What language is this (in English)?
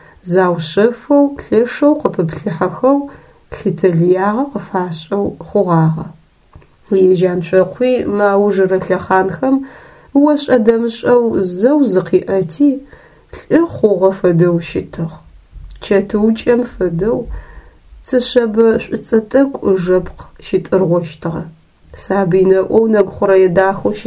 Adyghe